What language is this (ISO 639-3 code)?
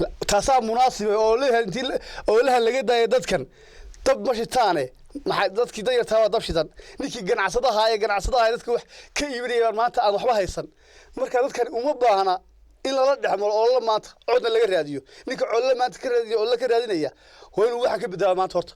som